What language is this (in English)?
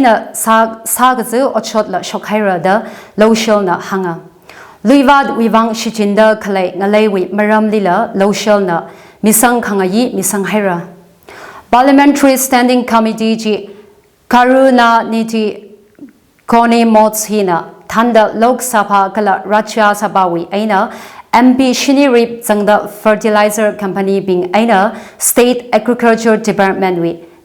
Tangkhul Naga (India)